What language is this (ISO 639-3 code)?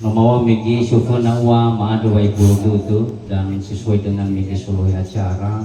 nia